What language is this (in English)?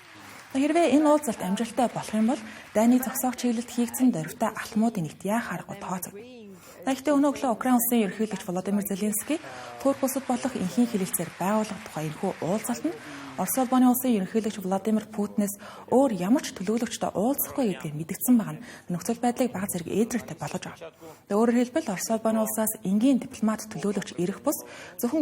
Mongolian